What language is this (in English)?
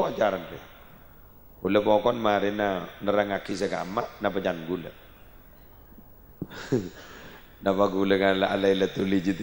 Madurese